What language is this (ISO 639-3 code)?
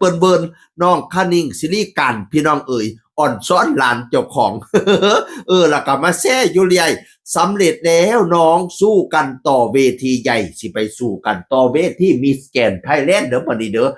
tts